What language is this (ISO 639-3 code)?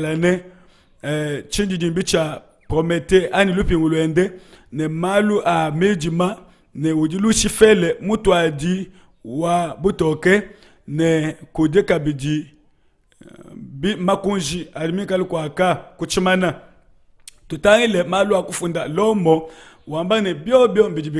lua